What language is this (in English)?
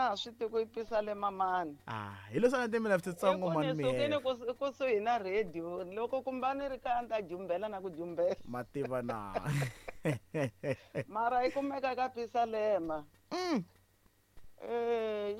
Tsonga